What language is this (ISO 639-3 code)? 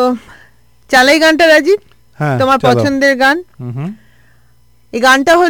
ben